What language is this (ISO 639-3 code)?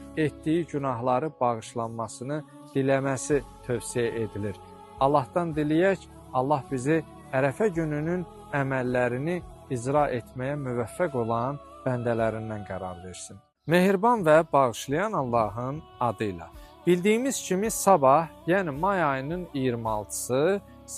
aze